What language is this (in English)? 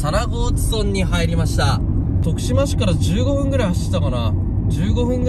Japanese